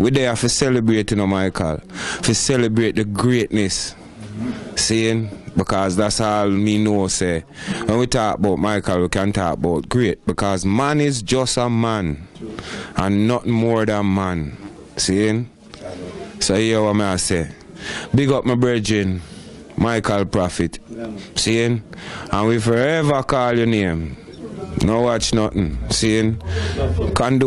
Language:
Jamaican Creole English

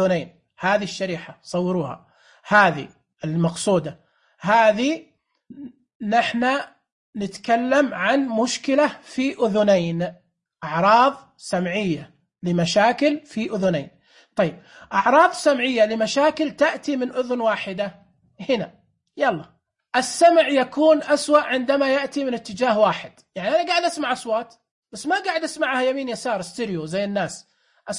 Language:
Najdi Arabic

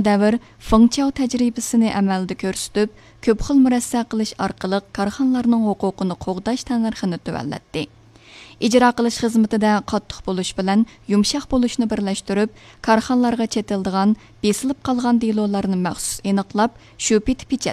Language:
Uyghur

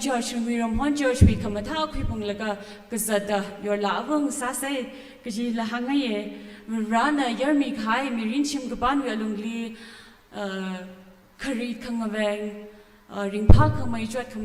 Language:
Tangkhul Naga (India)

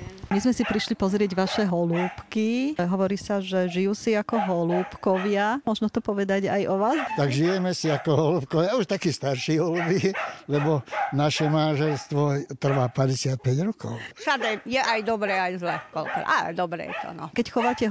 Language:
Slovak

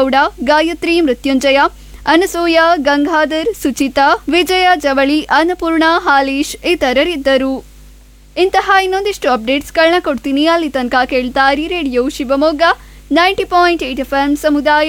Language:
Kannada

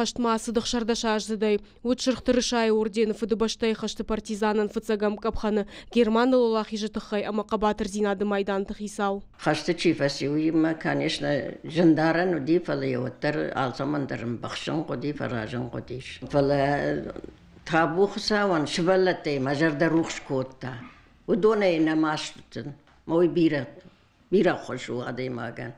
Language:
Ossetic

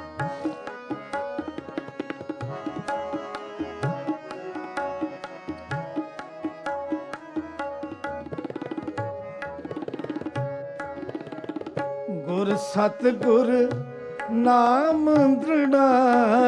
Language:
Punjabi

